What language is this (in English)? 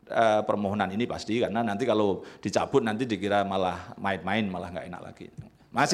Indonesian